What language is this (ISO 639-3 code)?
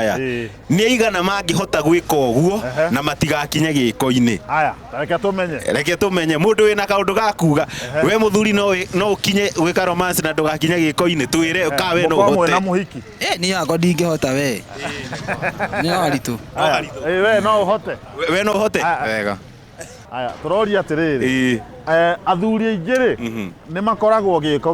kik